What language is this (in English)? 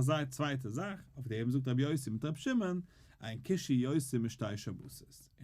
Yiddish